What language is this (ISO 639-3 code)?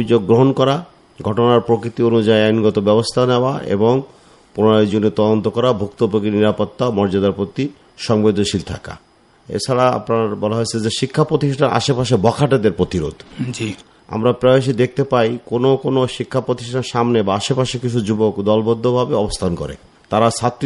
ben